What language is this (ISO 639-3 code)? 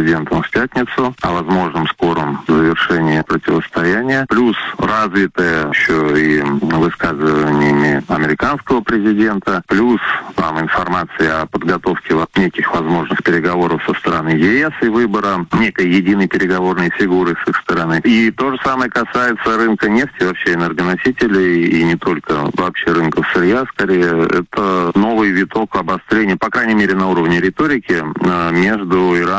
rus